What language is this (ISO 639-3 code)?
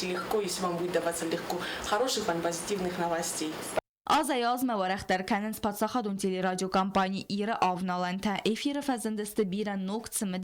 oss